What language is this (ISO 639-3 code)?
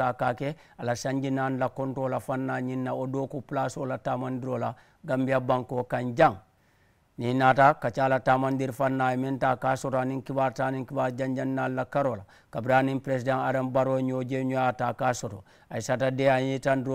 man